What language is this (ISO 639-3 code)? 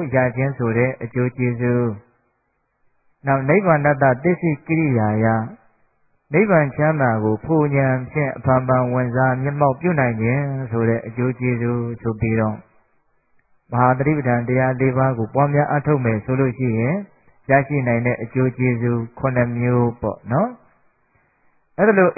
mya